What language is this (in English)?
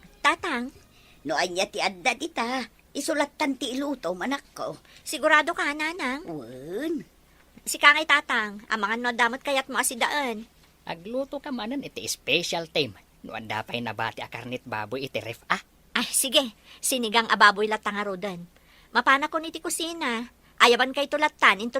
Iloko